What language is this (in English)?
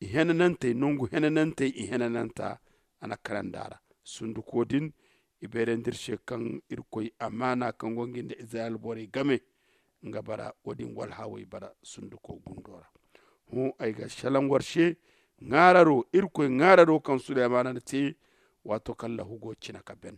Zarma